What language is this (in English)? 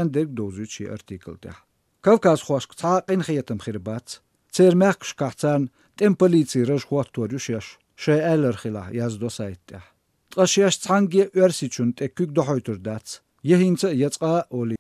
Chechen